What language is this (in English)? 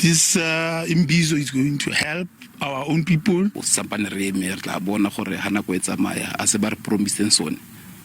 Tswana